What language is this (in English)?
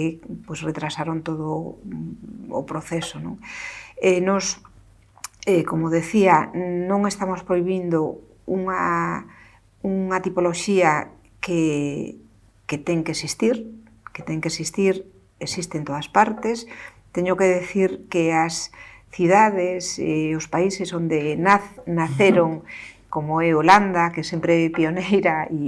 Galician